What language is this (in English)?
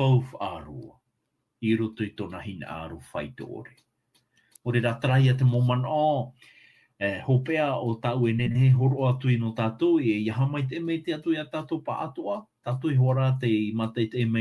Tahitian